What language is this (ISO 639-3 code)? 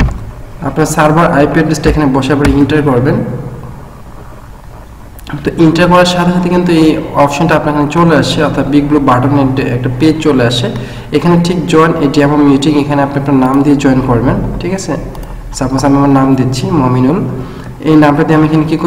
ben